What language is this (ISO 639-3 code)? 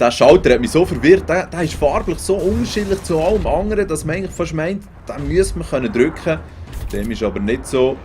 gsw